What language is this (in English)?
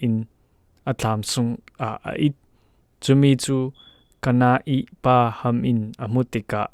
Falam Chin